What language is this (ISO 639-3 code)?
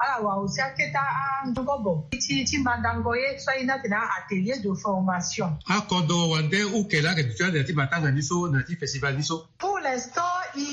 sag